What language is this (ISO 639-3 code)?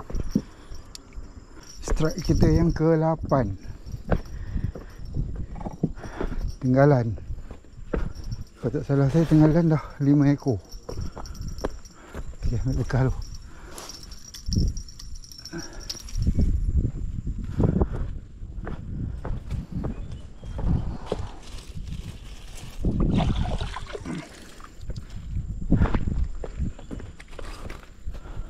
msa